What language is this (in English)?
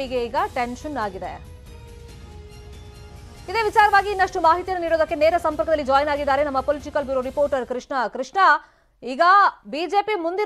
Kannada